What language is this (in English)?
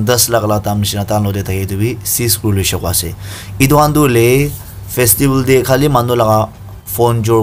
Naga Pidgin